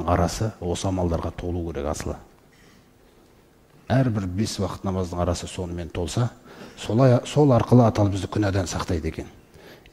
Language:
Kazakh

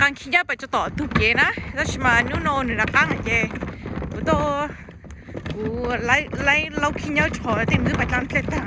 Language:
Hmong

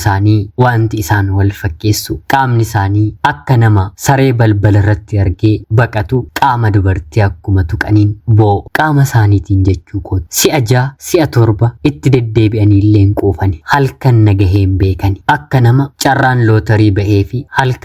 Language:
Oromo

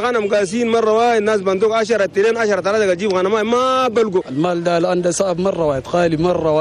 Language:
Chadian Arabic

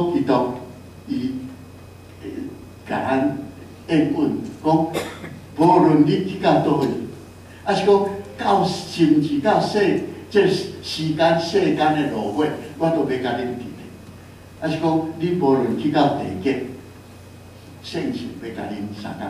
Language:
Min Nan Chinese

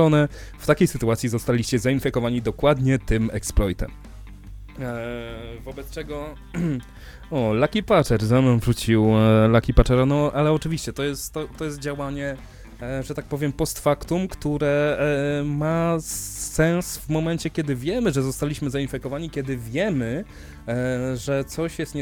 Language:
Polish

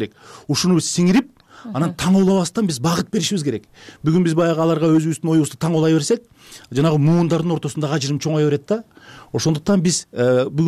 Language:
Kyrgyz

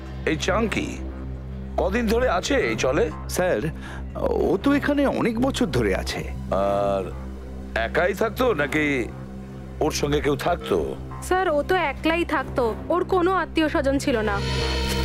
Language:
Bangla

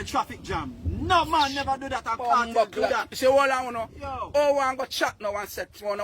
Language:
Jamaican Creole English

